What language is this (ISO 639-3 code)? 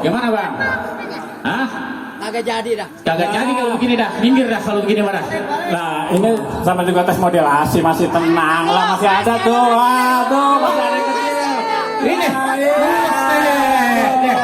bew